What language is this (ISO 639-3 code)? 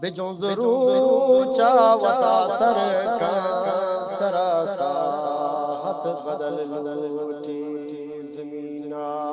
bgp